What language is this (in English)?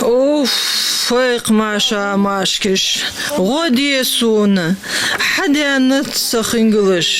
Ingush